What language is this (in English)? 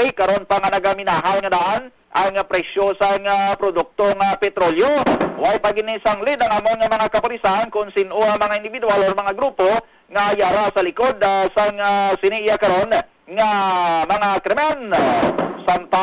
Hiligaynon